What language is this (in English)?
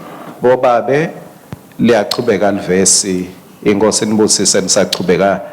Swati